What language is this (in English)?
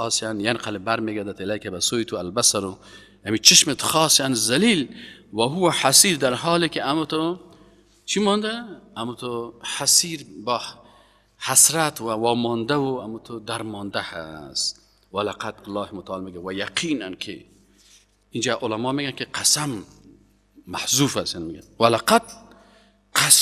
Persian